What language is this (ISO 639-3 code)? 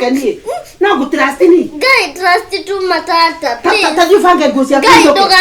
kik